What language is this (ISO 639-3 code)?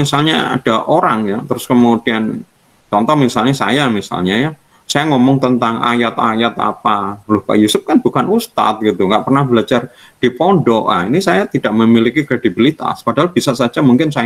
ind